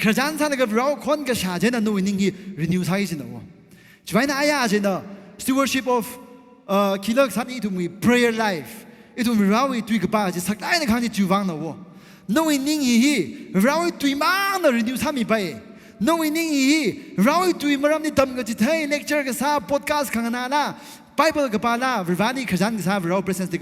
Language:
Tangkhul Naga (India)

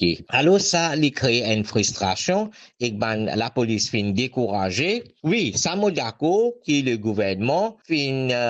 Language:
Morisyen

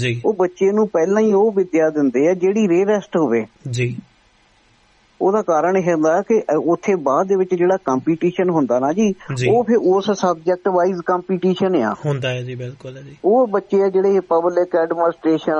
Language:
Punjabi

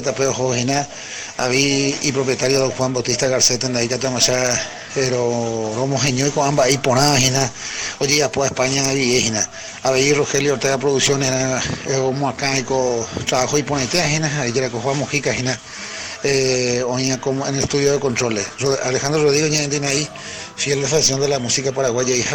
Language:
Guarani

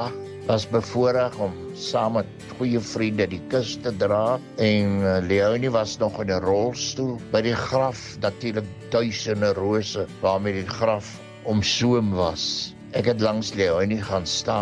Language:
Afrikaans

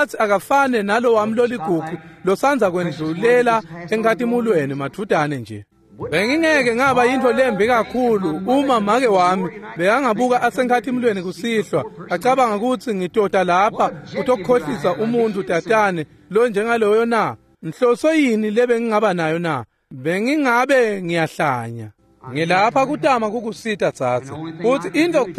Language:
Swati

